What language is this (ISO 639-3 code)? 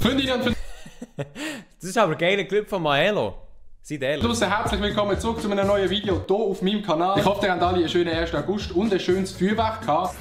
gsw